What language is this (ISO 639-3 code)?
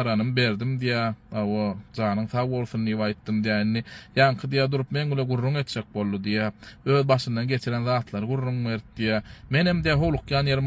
tuk